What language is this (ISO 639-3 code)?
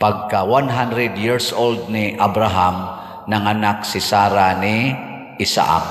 ceb